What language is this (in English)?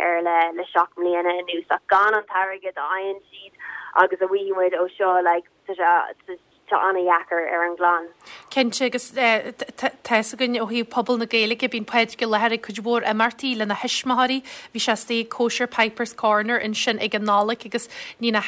Irish